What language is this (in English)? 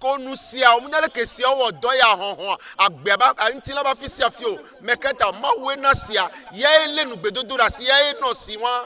Ewe